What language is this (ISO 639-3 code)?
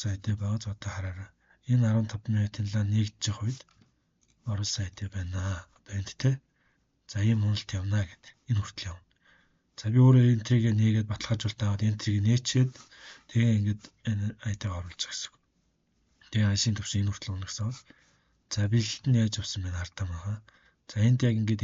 mon